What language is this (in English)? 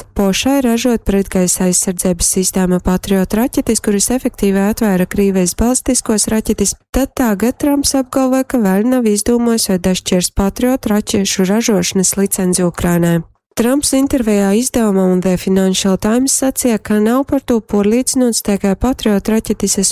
Latgalian